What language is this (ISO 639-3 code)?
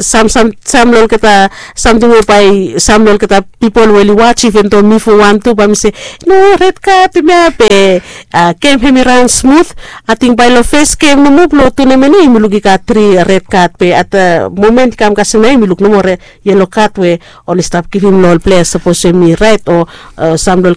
bis